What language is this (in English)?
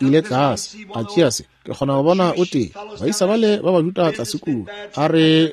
Northern Sotho